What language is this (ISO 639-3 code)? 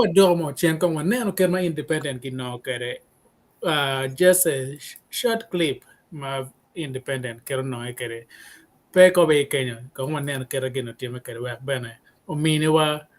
ach